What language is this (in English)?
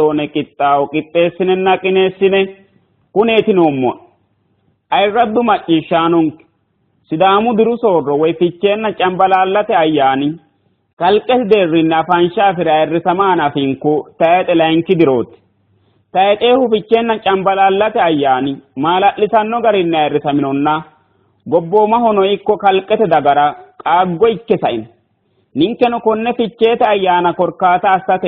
Sidamo